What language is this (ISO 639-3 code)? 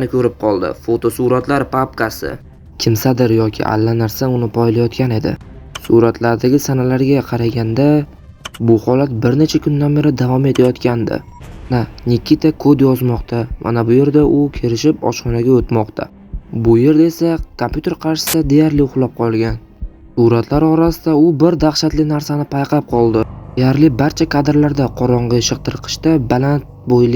uzb